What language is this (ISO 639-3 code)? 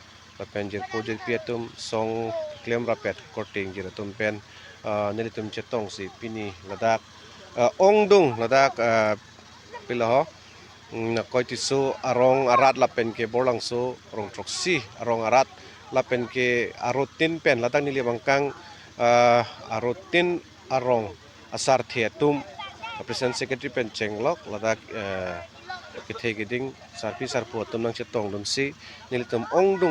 mjw